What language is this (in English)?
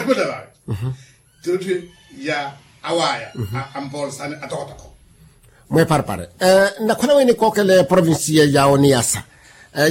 Makhuwa